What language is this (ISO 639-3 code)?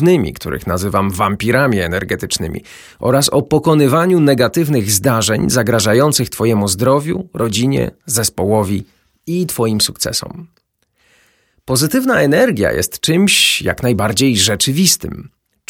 pol